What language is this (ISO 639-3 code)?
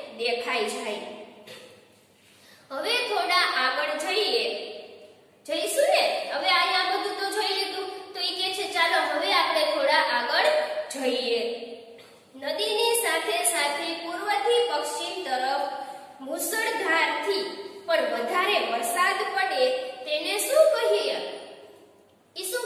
guj